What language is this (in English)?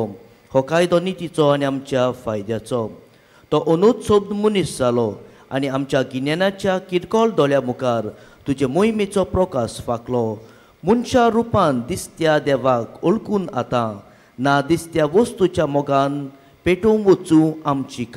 Konkani